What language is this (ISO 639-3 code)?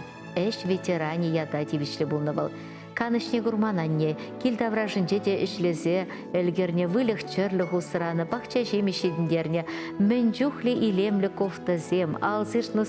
chv